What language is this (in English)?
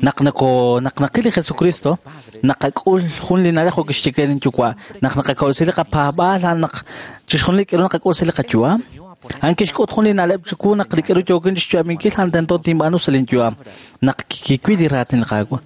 Kekchí